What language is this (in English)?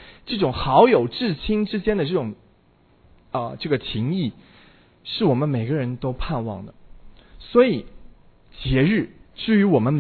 Chinese